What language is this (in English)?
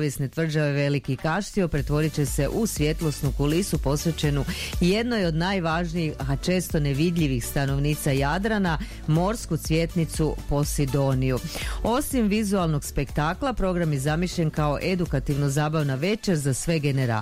Croatian